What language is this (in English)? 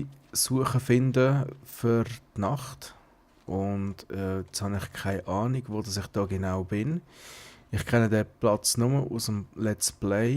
Swiss German